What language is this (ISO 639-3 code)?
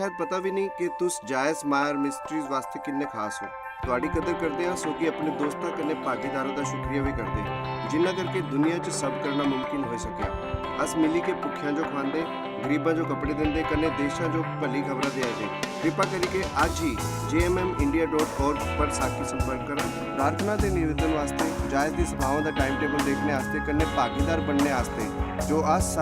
doi